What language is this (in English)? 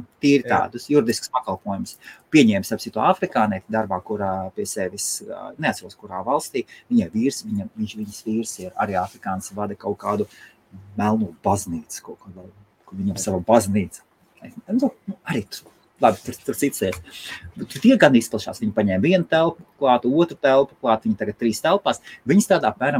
Latvian